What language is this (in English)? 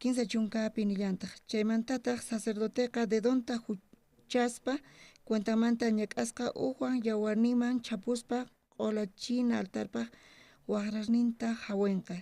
South Bolivian Quechua